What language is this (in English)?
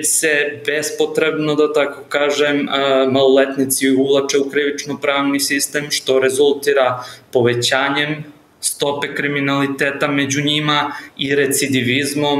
Serbian